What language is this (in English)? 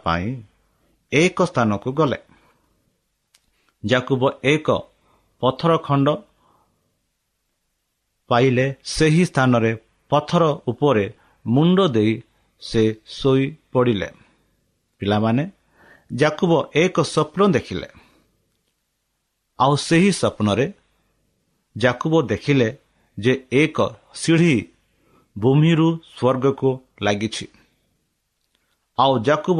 Odia